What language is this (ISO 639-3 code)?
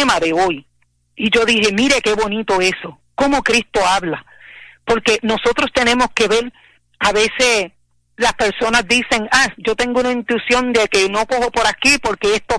spa